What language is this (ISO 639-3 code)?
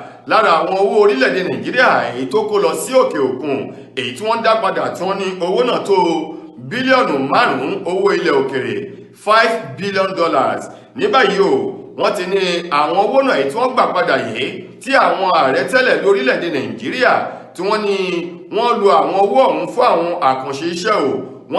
yor